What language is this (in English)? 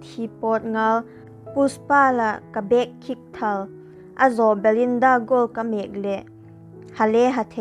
Vaiphei